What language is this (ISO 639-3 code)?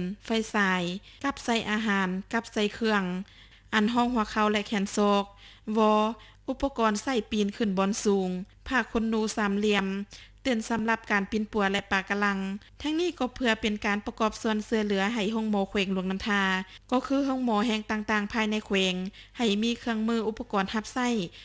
lao